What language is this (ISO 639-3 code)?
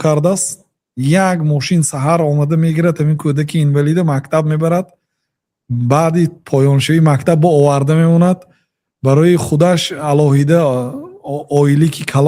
tgk